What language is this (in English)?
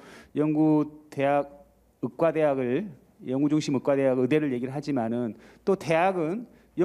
Korean